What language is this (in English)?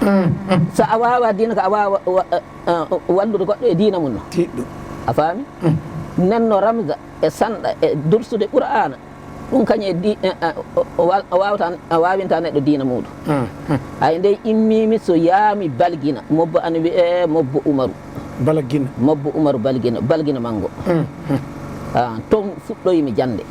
Fula